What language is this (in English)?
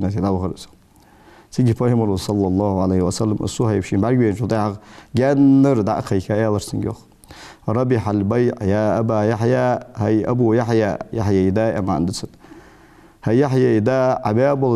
Ingush